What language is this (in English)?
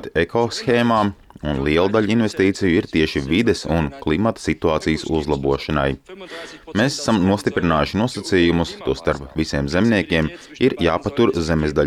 Latvian